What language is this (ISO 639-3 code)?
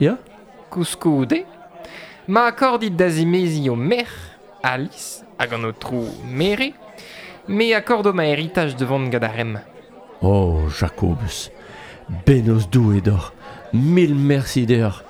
bre